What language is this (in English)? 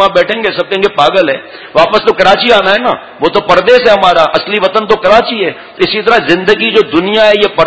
Urdu